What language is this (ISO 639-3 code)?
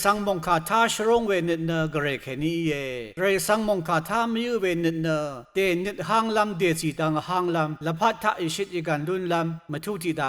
raw